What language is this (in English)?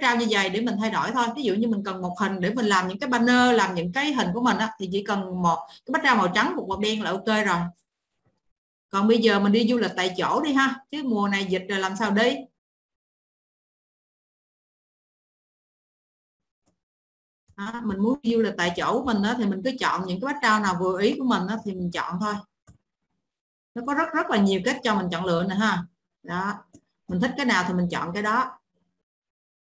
Vietnamese